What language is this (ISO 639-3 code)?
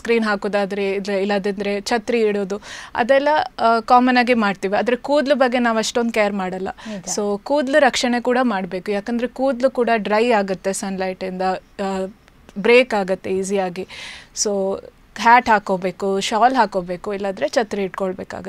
kan